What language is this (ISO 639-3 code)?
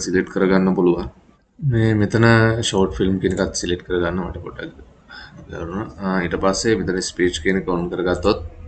sin